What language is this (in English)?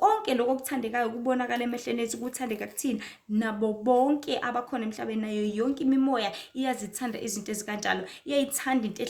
Zulu